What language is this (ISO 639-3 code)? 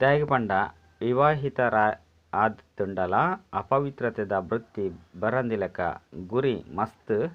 tcy